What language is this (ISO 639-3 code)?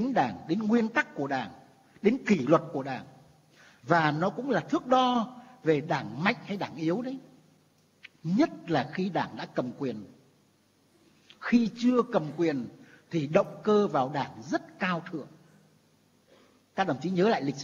vie